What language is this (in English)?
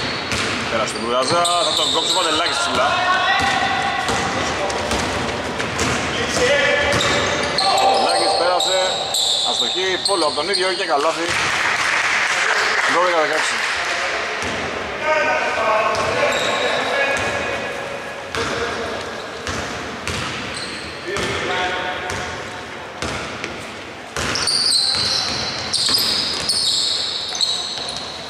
Greek